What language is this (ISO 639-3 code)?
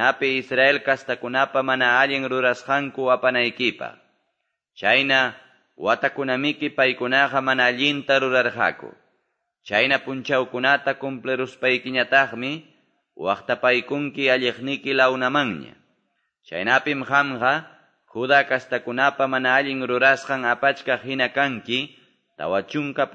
que